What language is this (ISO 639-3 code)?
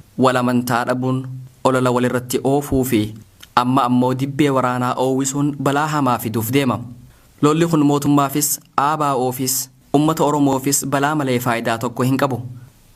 orm